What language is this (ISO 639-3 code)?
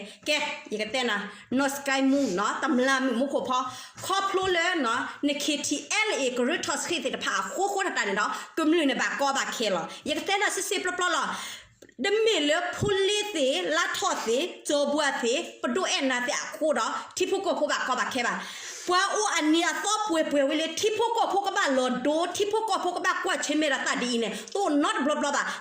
ksw